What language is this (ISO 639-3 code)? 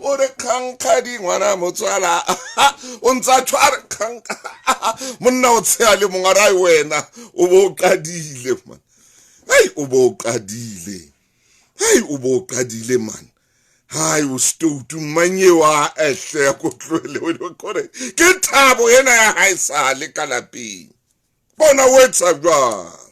sot